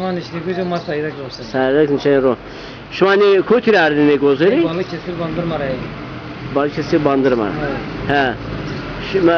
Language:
Zaza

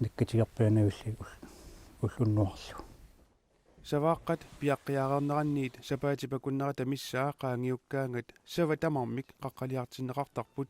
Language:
Kalaallisut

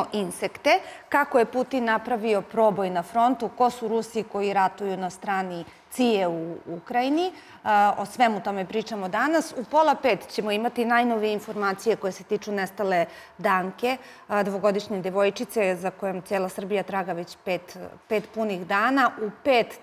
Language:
Serbian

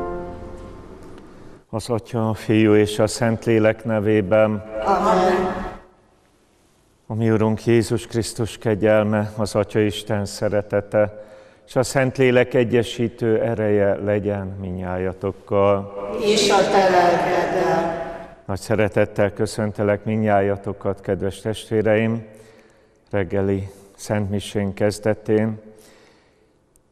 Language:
Hungarian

